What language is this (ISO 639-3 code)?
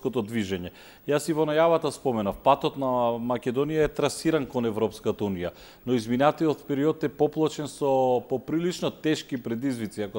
mkd